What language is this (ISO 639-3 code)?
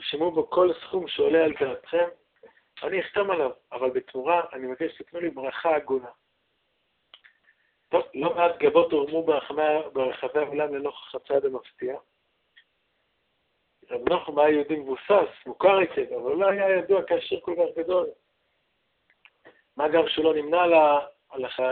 heb